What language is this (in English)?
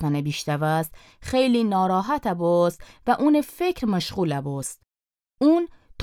Gilaki